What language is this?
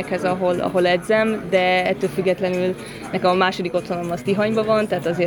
Hungarian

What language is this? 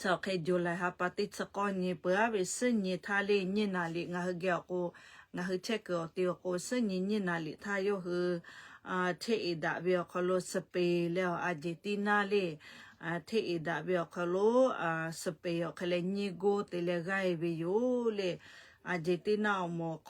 Lahu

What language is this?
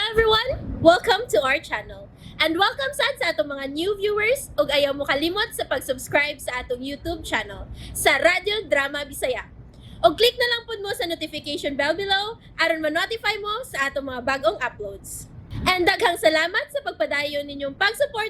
Cebuano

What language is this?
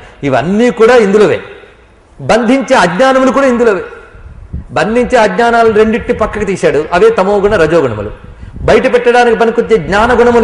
Telugu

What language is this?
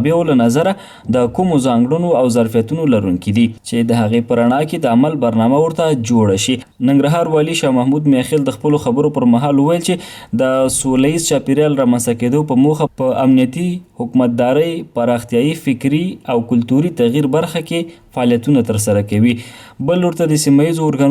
Pashto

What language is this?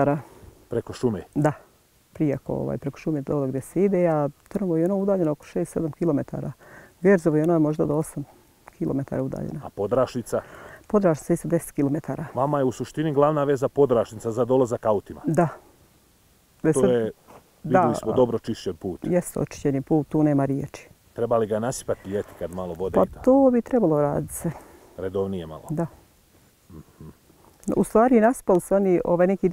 Bosnian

